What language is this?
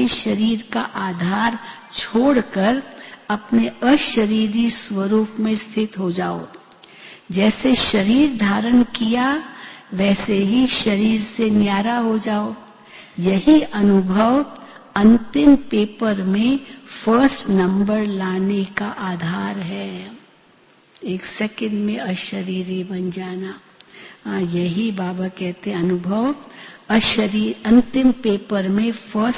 Hindi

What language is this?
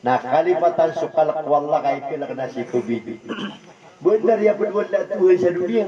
Maranao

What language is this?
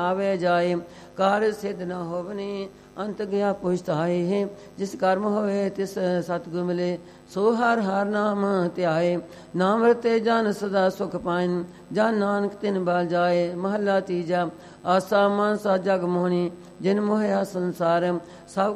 Punjabi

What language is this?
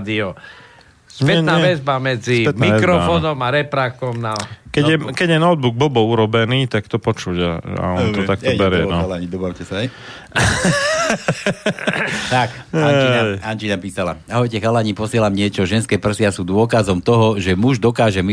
Slovak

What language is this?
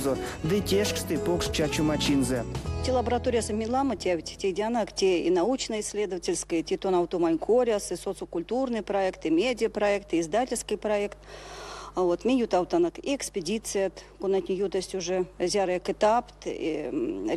Erzya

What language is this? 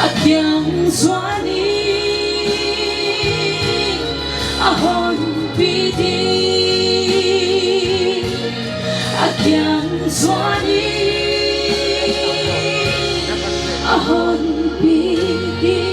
Paite Chin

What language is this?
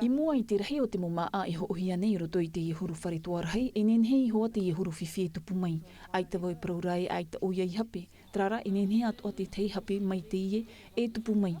Tahitian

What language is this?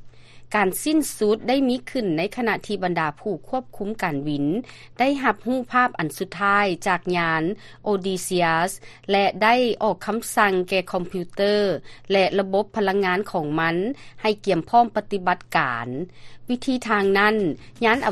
Lao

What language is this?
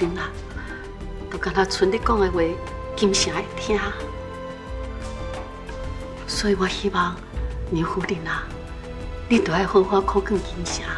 Min Nan Chinese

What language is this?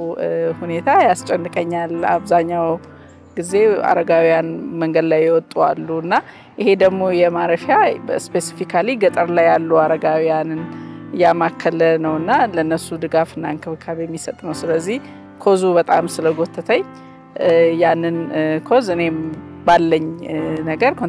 Amharic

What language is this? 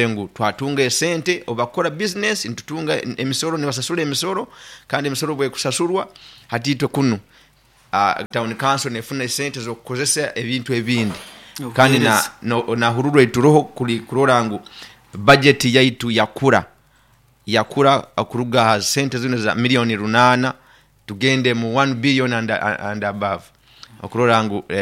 Nyoro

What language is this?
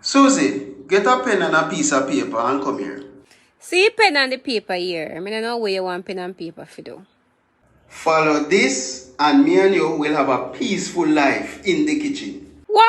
Jamaican Creole English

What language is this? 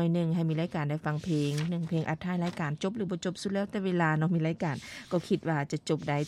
Lao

